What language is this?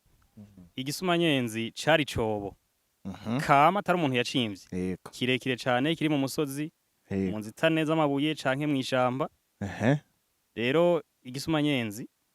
Rundi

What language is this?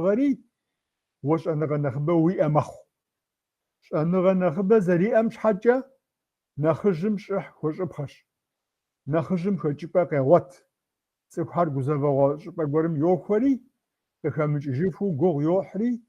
Kabardian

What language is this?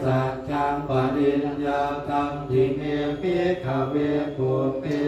Pali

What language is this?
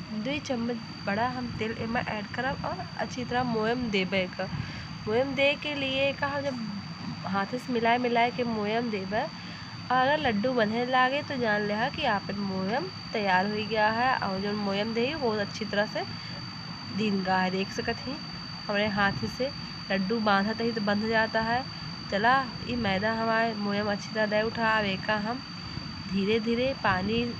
Awadhi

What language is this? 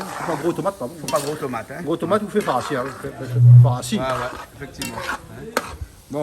Réunion Creole French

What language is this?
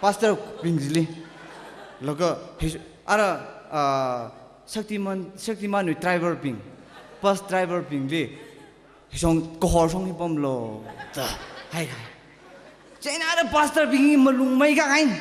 Tangkhul Naga (India)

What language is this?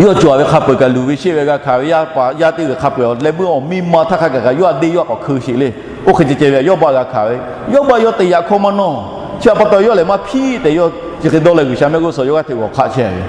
Lahu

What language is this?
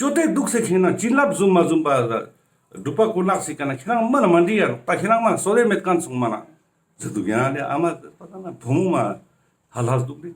Ladakhi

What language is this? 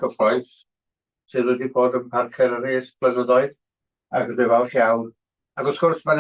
Welsh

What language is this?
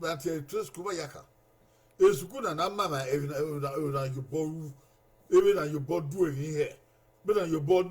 Bini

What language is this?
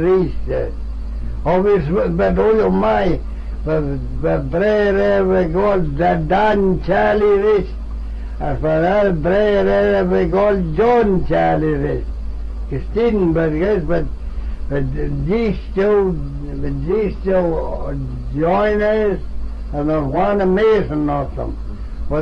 Manx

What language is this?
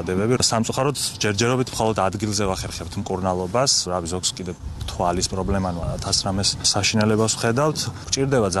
Georgian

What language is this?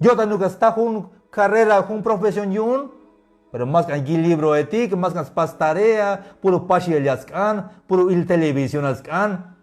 Tzeltal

